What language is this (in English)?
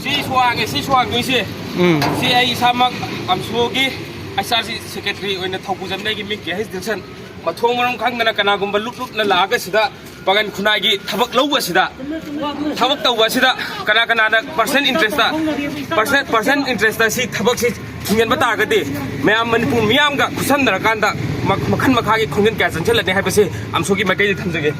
Manipuri